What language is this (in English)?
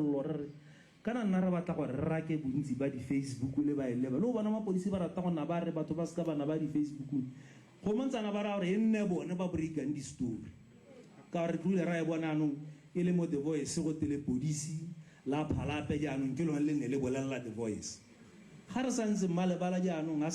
Tswana